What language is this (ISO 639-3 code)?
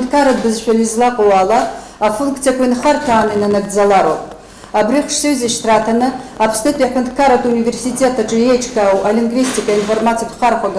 abk